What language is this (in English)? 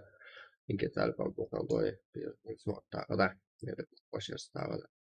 Kara-Kalpak